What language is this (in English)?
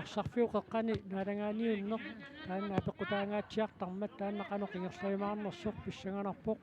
Kalaallisut